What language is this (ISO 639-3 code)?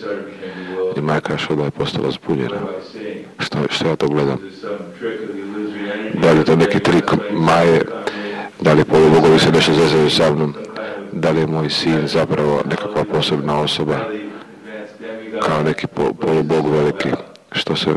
hrv